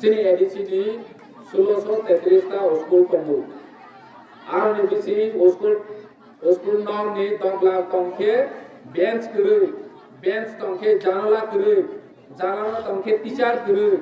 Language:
Kok Borok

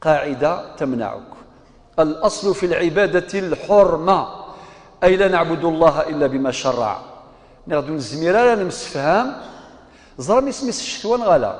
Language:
Kabyle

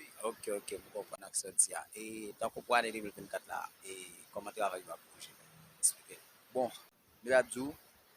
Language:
Haitian Creole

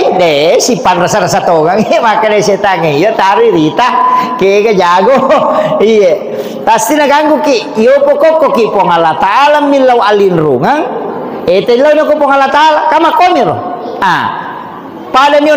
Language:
Buginese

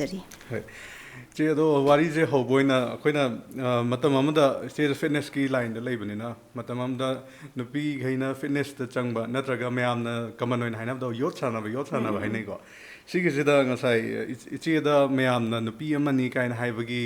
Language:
Manipuri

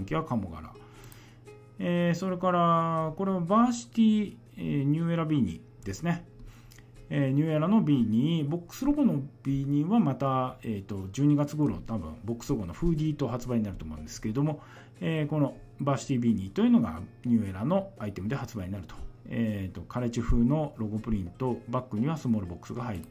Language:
Japanese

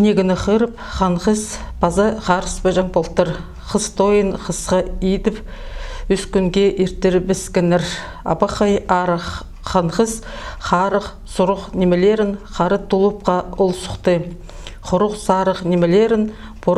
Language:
Khakas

